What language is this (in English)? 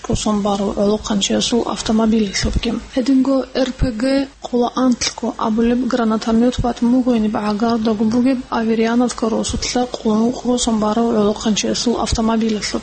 Avaric